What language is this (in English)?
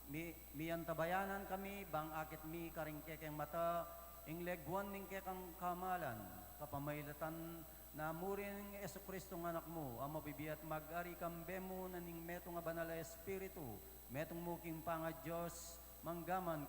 Pampanga